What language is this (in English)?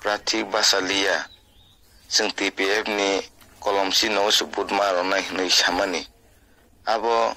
Kok Borok